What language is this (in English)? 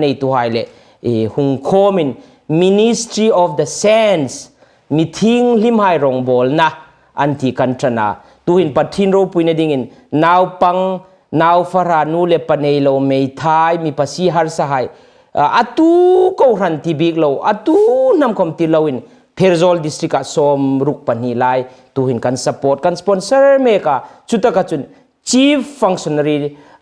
Hmar